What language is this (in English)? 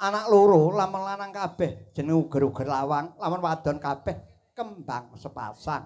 Javanese